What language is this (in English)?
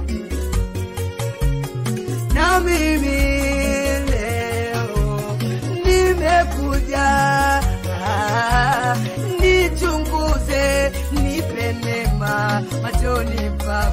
Swahili